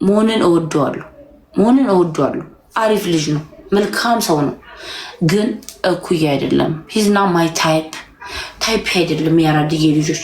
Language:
Amharic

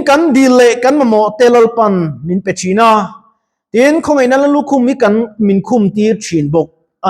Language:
Mizo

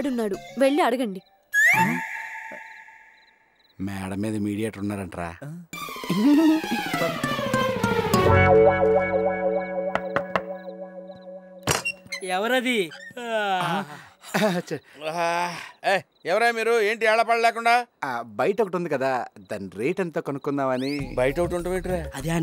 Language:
Telugu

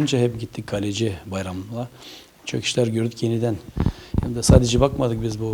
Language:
Gagauz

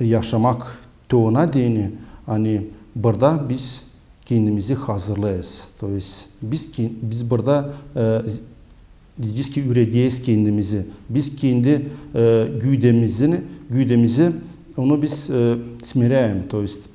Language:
Gagauz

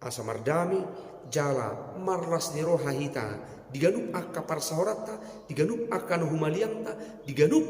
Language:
Batak Toba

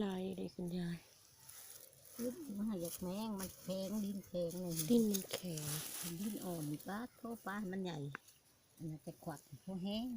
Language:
Lao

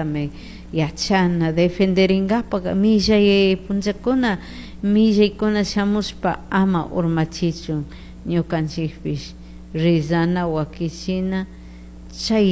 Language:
Chimborazo Highland Quichua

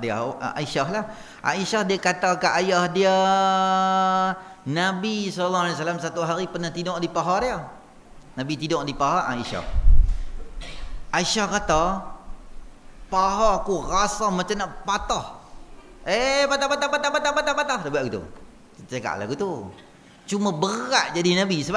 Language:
Malay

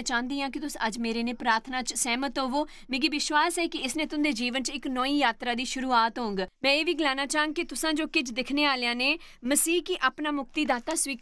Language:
Dogri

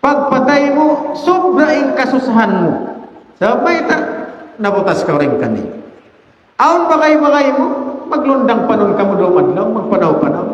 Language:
Tausug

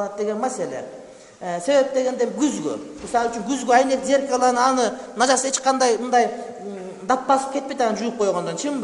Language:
Kyrgyz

